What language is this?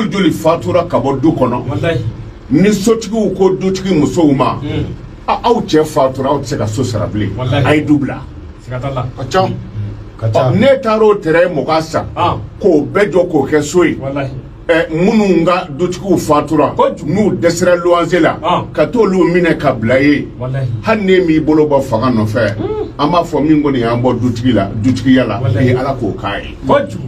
Bambara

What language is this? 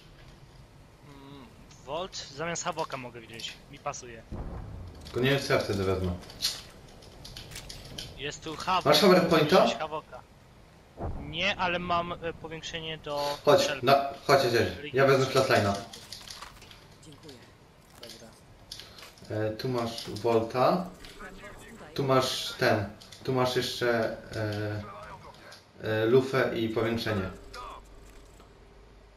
Polish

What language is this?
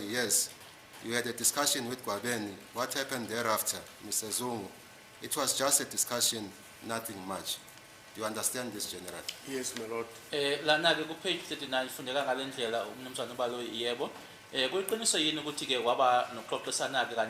Zulu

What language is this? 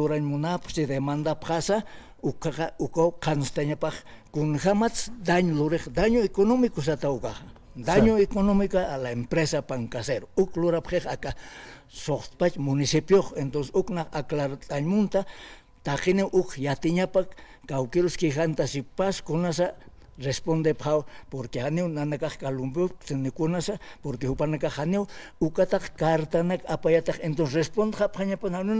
Aymara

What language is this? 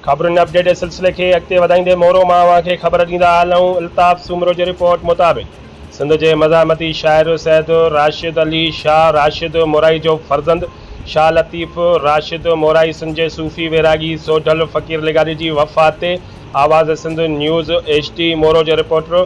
Sindhi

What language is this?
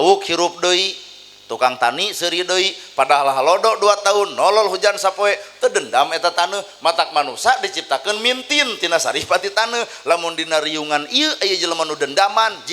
Sundanese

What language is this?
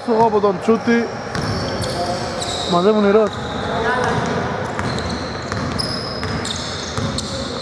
Greek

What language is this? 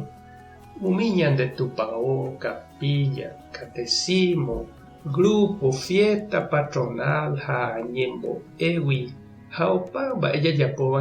Guarani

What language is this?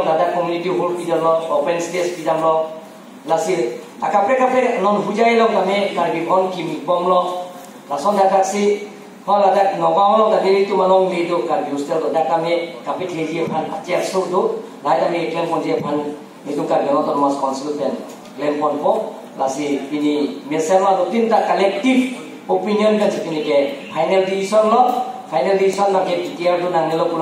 Karbi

